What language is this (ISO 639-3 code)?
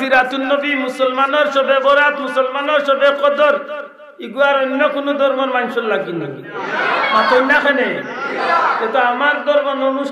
syl